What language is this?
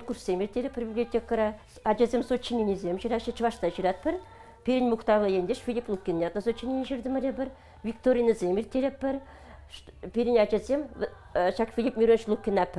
Chuvash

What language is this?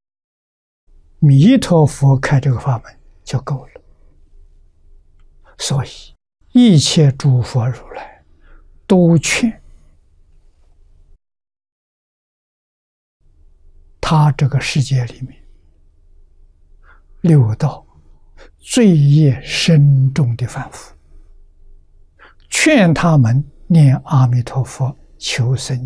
Chinese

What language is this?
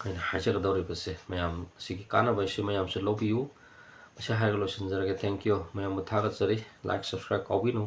Manipuri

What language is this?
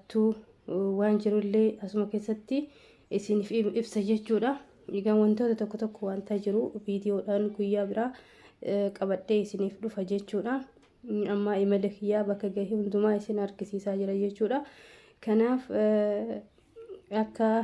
Oromo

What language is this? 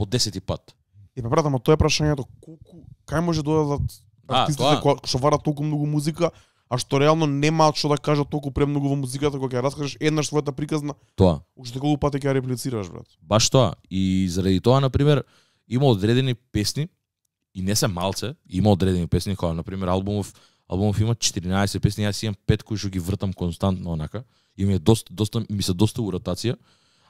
Macedonian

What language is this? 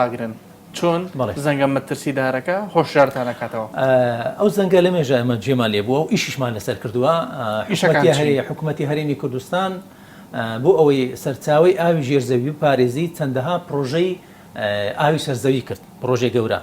Central Kurdish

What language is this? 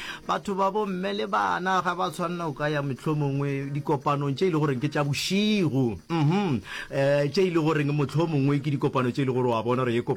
Northern Sotho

